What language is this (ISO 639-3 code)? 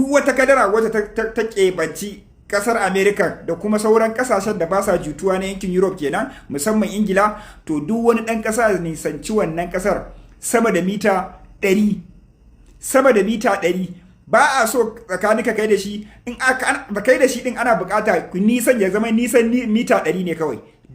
hau